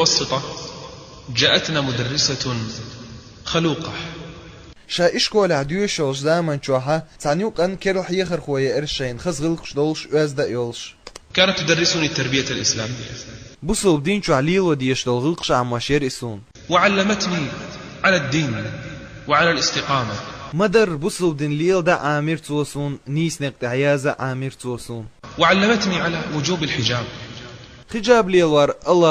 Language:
Chechen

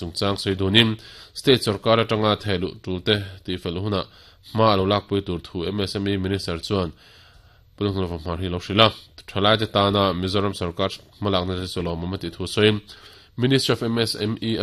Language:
Mizo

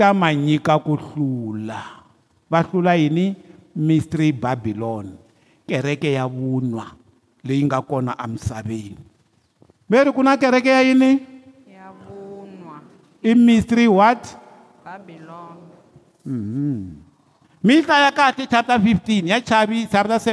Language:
Tsonga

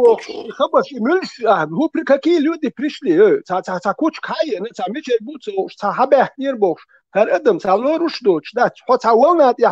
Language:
Chechen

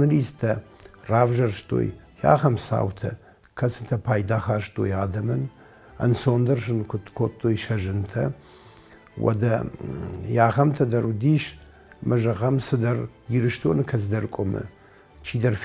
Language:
Ossetic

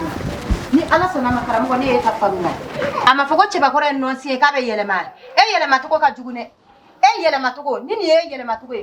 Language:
Bambara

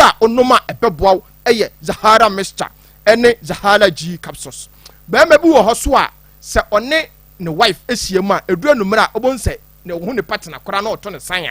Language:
Akan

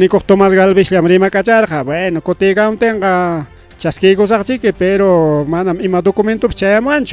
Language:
Ayacucho Quechua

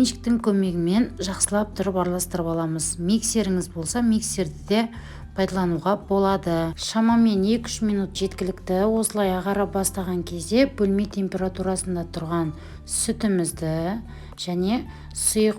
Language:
Kazakh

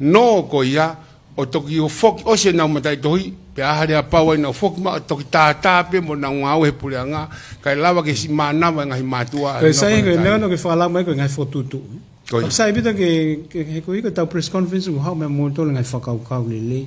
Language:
Tongan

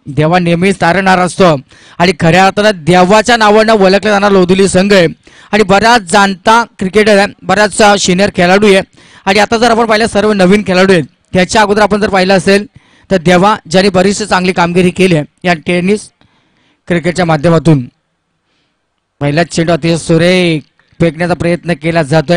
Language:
Marathi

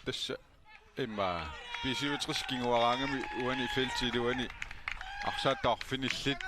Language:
Kalaallisut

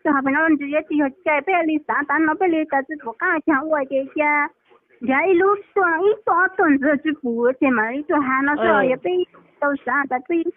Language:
Hmong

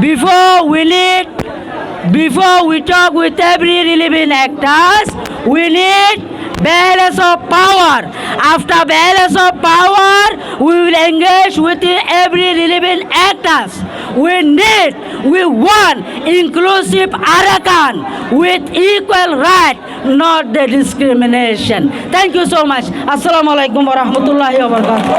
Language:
Rohingya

